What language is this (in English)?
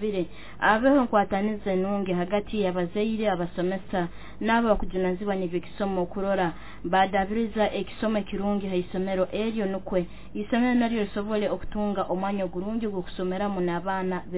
Nyoro